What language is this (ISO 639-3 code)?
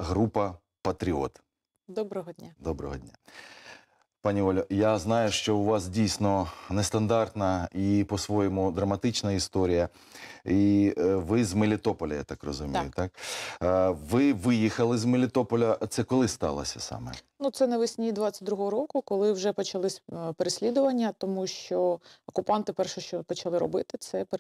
ukr